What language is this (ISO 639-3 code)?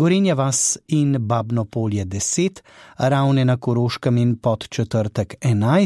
slv